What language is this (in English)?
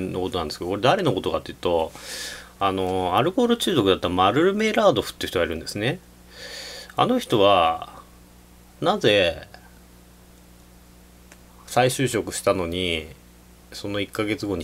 Japanese